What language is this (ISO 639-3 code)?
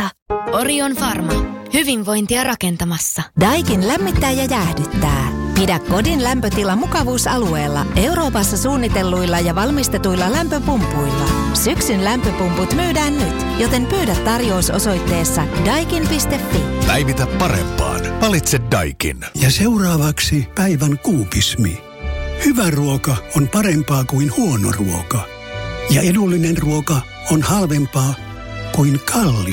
fin